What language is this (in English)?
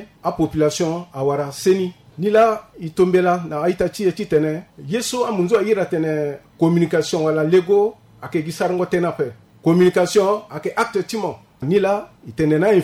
Sango